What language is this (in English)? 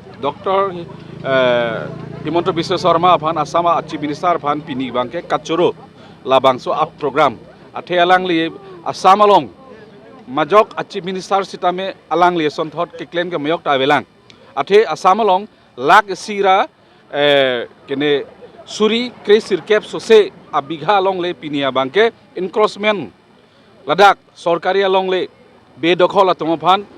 Karbi